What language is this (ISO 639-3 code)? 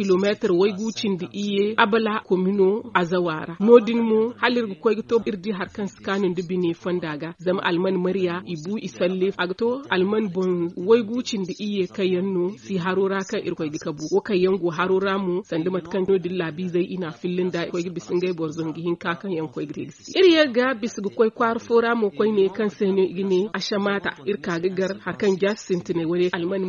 dje